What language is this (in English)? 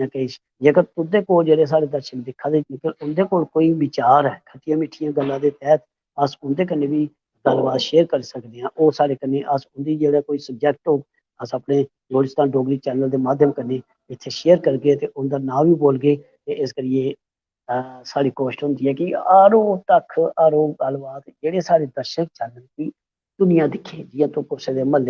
Dogri